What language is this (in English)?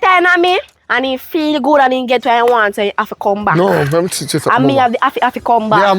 Jamaican Creole English